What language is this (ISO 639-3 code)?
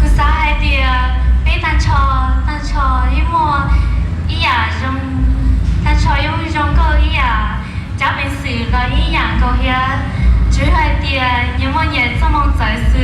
hmn